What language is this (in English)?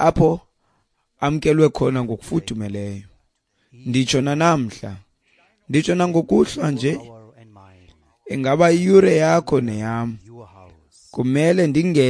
Xhosa